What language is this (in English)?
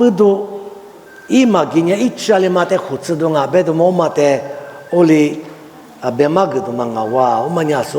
Lisu